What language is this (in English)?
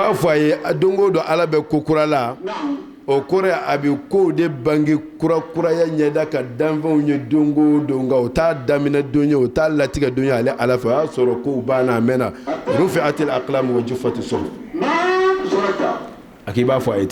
Bambara